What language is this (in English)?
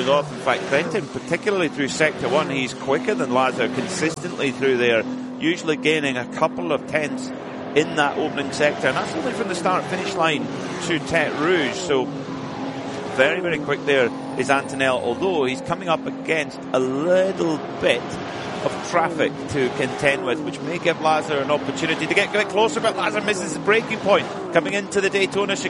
English